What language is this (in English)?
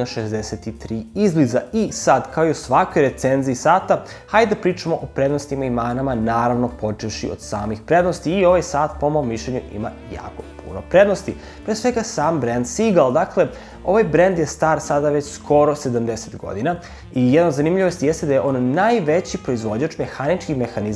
Serbian